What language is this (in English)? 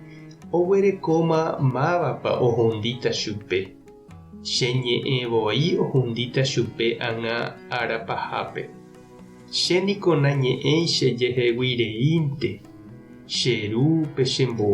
Guarani